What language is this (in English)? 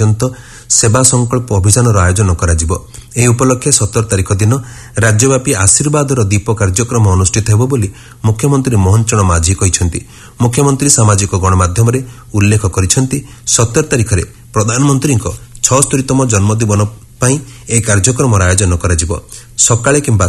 Odia